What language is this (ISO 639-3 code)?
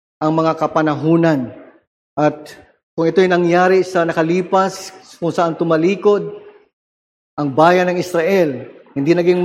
fil